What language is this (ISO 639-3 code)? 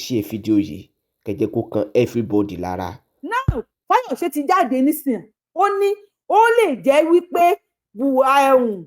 yor